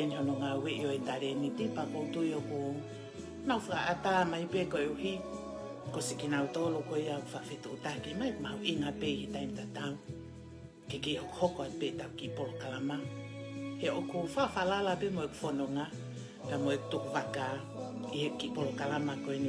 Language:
Tongan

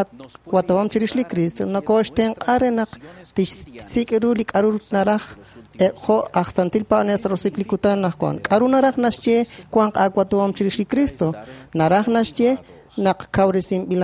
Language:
Kekchí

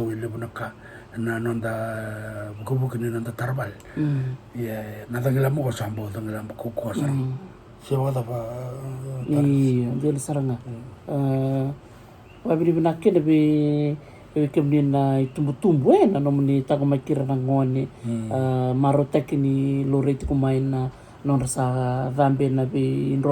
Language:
Fijian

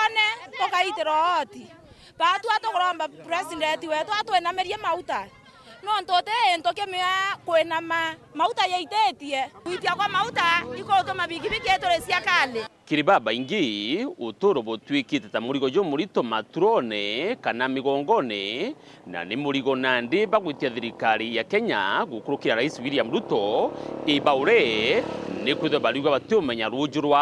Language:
Meru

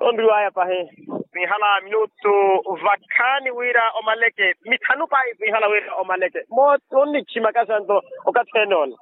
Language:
Makhuwa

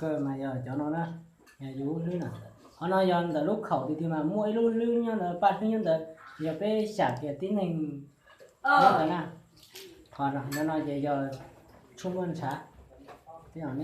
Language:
Hmong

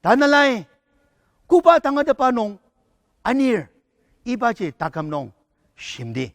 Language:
Ao Naga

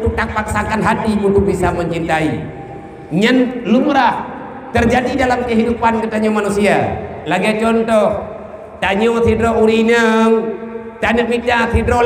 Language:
Achinese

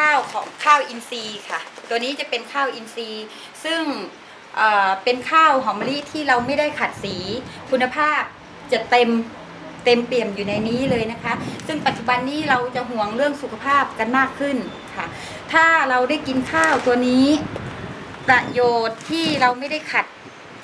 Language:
Thai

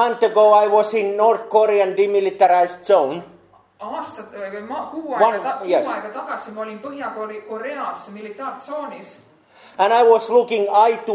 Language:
Estonian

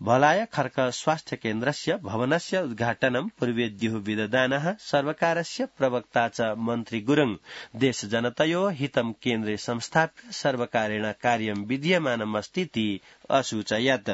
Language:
Sanskrit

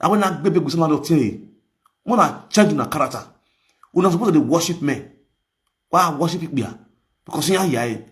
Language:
Nigerian Pidgin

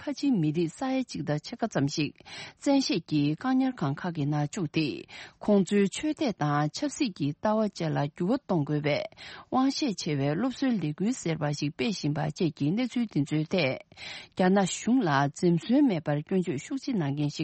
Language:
Tibetan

